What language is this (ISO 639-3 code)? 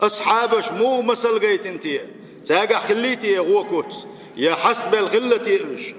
che